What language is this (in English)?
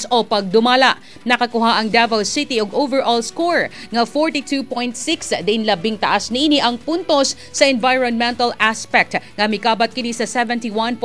Cebuano